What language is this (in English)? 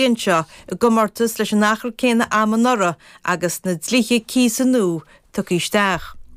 Irish